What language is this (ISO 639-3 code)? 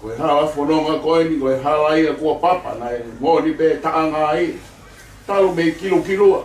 ton